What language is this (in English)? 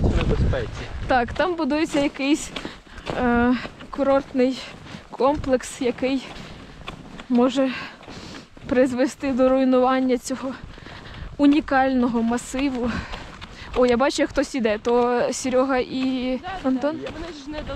Ukrainian